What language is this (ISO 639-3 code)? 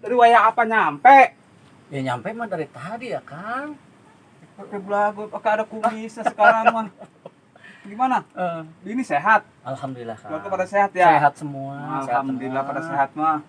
bew